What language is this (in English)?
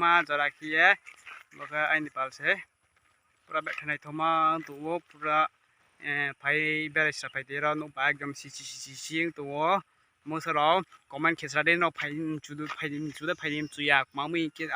Riang (India)